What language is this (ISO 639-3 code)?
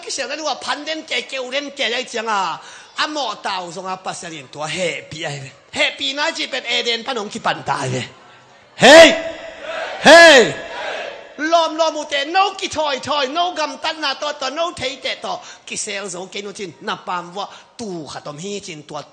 ctd